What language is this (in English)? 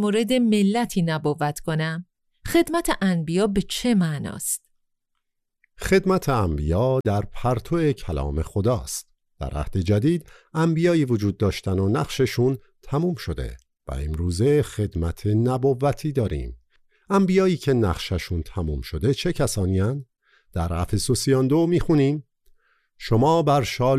Persian